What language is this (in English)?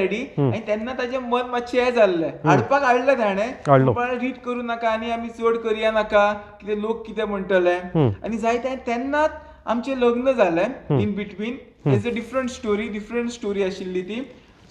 Konkani